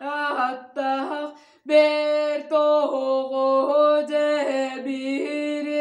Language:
Yakut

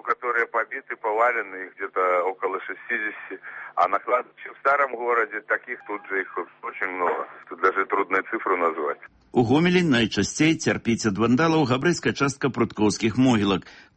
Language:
Belarusian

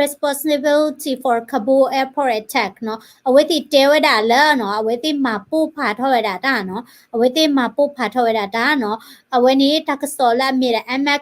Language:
S'gaw Karen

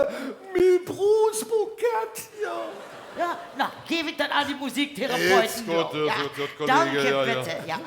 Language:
Limburgish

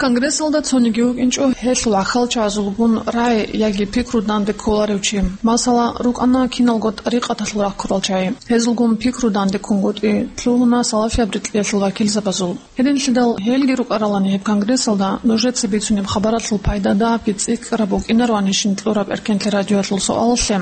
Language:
Avaric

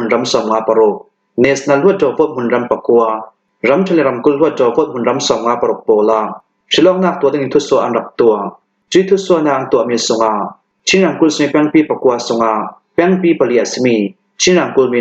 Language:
Hakha Chin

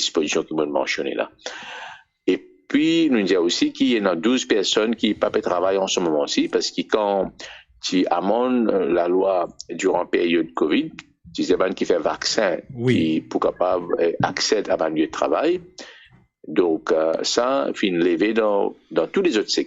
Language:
Morisyen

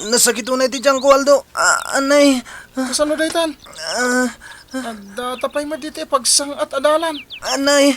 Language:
Iloko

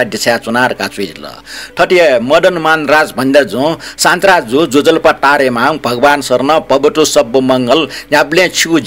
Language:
Newari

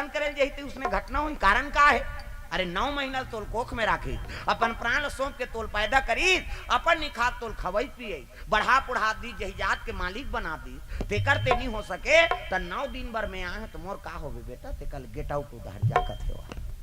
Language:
Chhattisgarhi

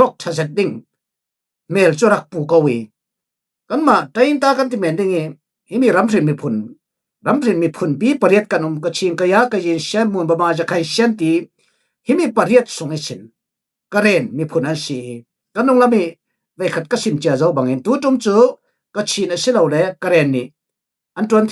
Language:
Falam Chin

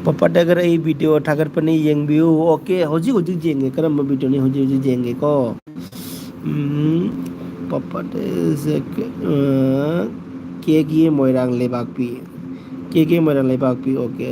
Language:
Manipuri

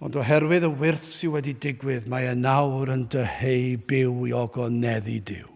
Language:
Welsh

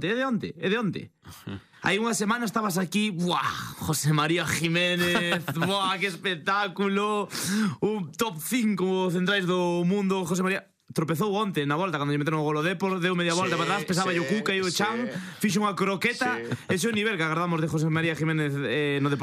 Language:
Galician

